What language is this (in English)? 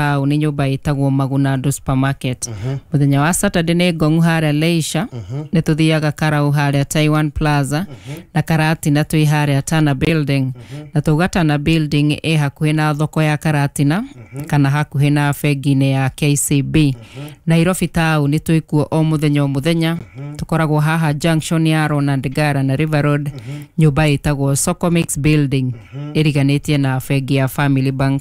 Kikuyu